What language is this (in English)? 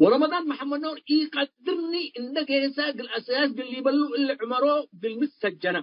Tigre